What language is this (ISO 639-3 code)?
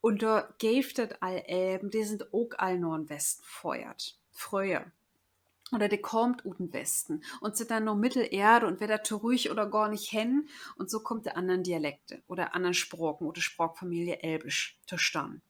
nds